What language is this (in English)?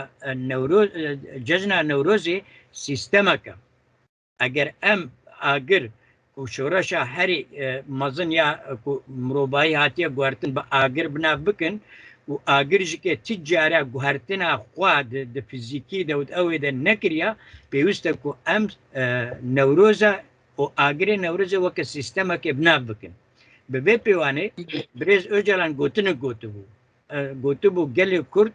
Kurdish